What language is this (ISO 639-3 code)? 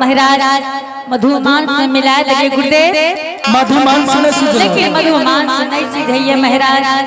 anp